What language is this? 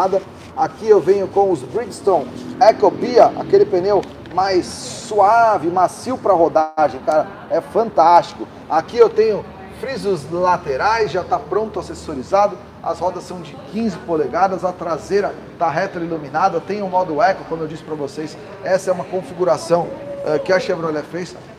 Portuguese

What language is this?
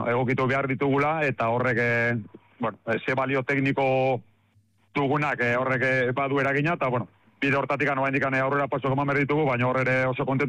Basque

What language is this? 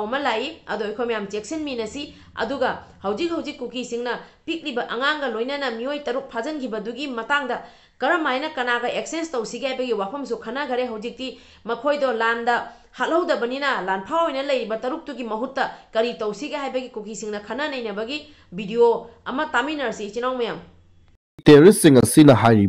Manipuri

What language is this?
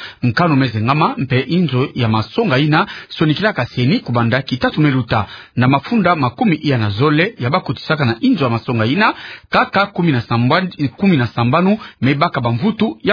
Kituba (Democratic Republic of Congo)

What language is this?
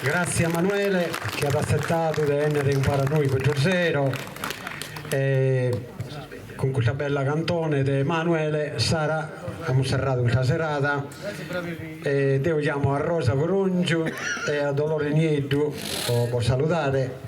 Sardinian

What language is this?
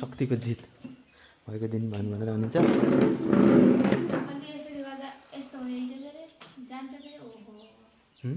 Nepali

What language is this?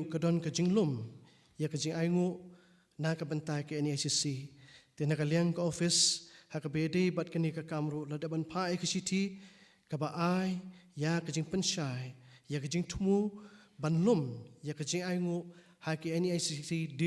Khasi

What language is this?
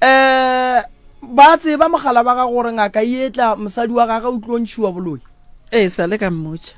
Northern Sotho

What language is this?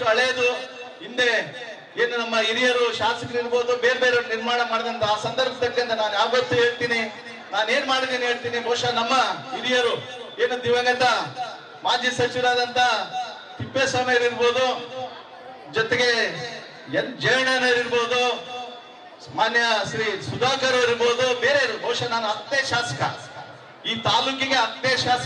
Kannada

